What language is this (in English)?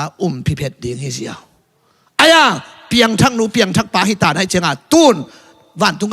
Tedim Chin